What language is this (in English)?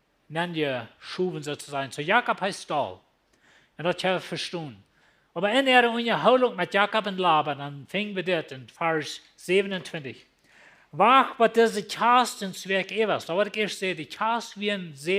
Plautdietsch